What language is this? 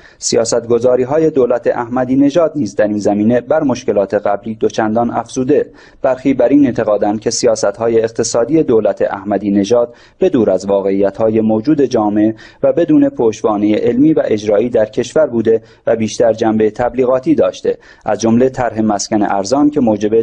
Persian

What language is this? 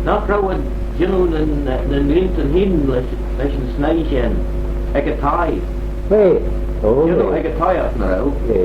Manx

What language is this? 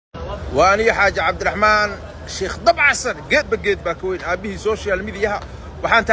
Somali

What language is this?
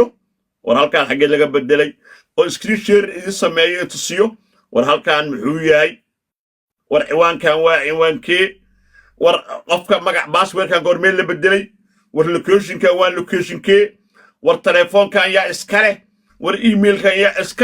Somali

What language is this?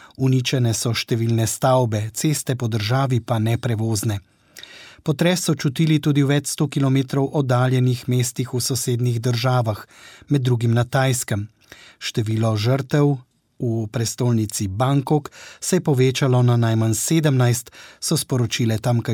Slovenian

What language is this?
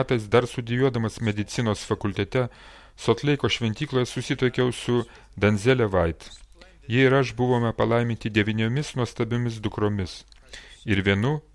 Lithuanian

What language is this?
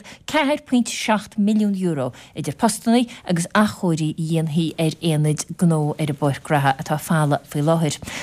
Irish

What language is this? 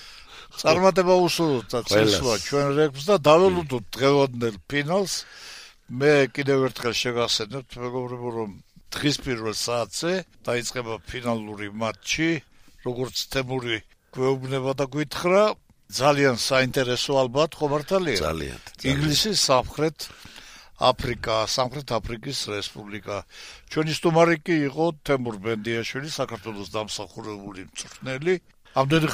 Georgian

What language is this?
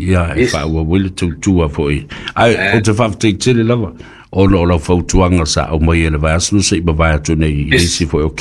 Samoan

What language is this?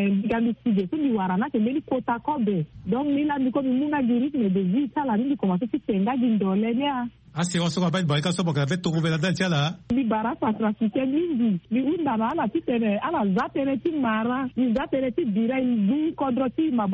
Sango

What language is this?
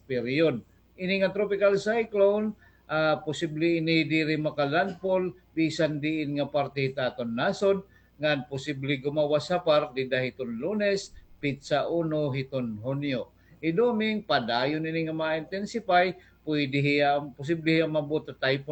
Waray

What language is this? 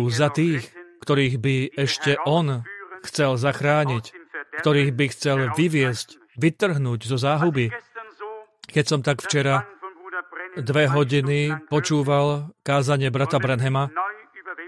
Slovak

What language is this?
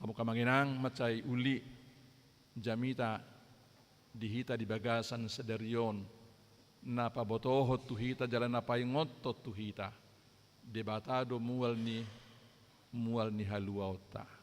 Batak Toba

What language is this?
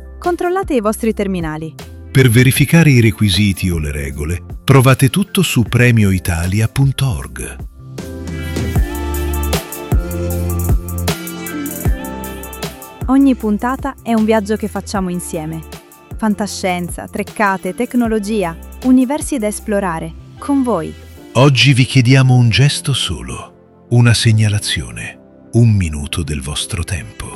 Italian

